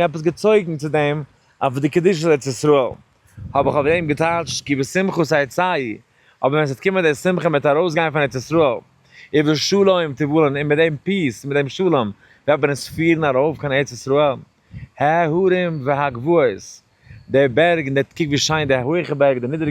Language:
Yiddish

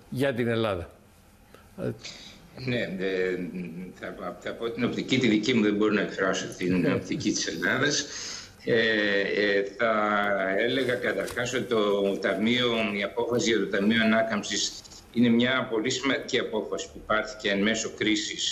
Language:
Greek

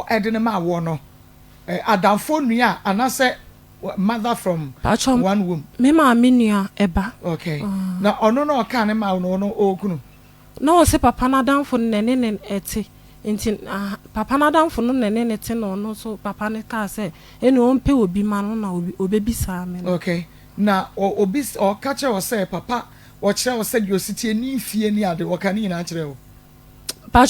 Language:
Akan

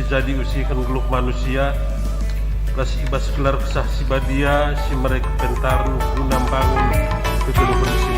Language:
Batak Karo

